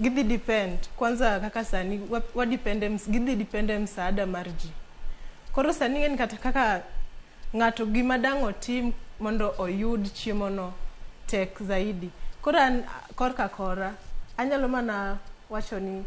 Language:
Luo (Kenya and Tanzania)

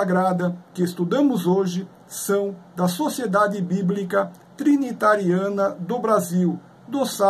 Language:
Portuguese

